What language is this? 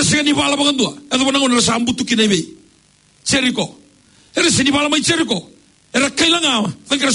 Fijian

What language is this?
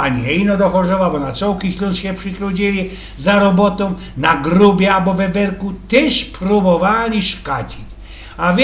Silesian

